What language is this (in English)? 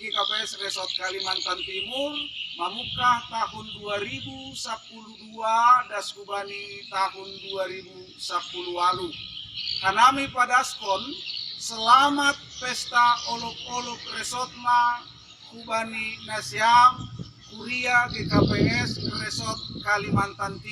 Batak Simalungun